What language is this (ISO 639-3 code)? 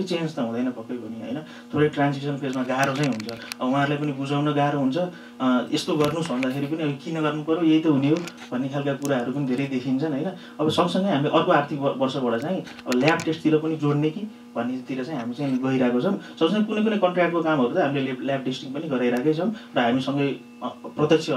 nep